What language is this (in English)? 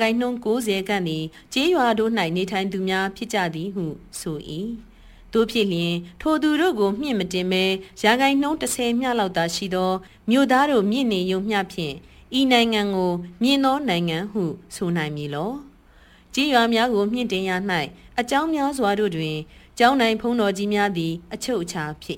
Burmese